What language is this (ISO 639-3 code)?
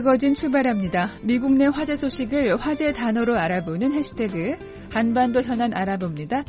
kor